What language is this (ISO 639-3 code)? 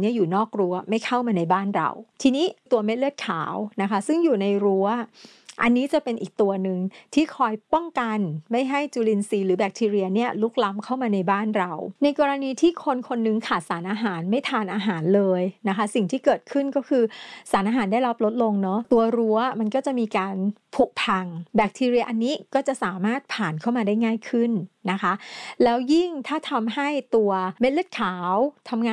tha